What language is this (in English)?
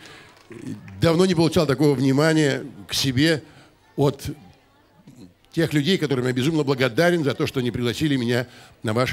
Russian